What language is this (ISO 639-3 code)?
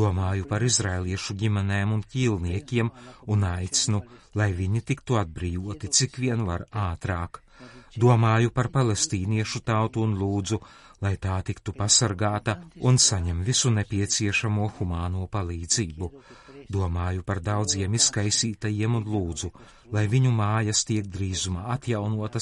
lav